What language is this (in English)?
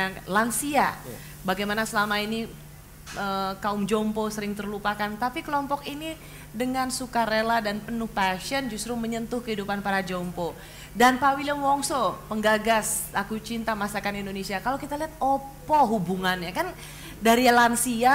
Indonesian